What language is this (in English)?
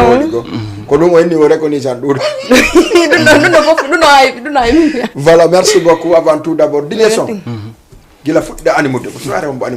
Fula